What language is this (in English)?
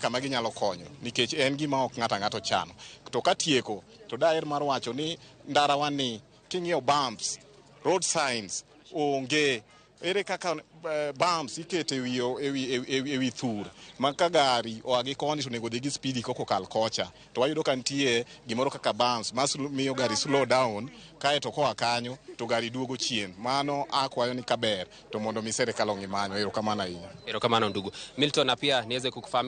Luo (Kenya and Tanzania)